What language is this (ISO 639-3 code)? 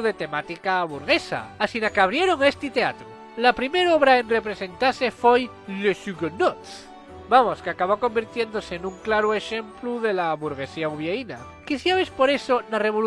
ast